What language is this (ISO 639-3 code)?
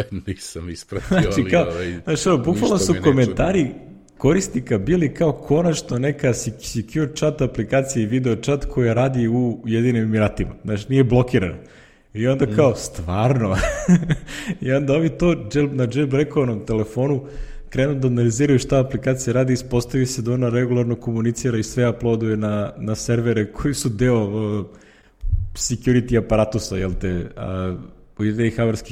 srp